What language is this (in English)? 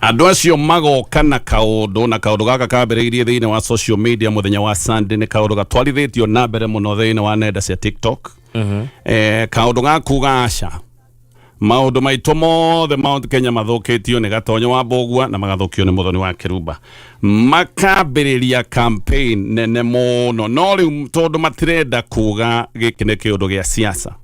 Kikuyu